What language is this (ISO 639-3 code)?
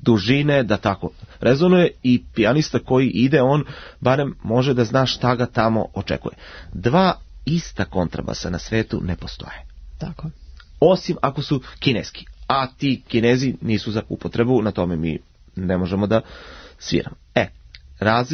srp